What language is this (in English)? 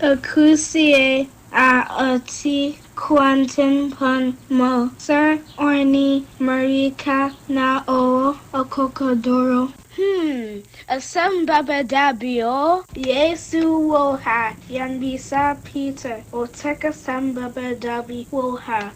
Akan